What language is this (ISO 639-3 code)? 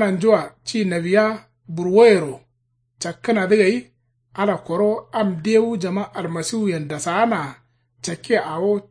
kau